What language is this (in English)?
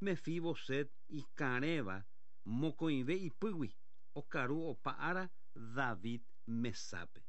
Guarani